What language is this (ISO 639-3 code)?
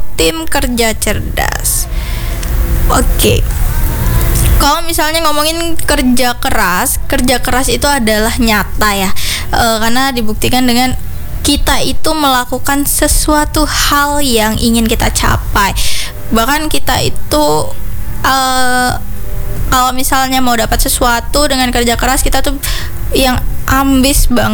ind